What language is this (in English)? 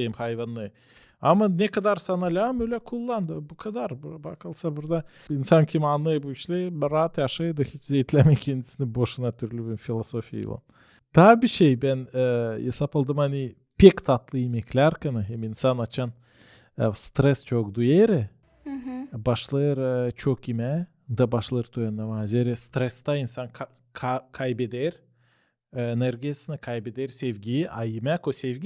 Gagauz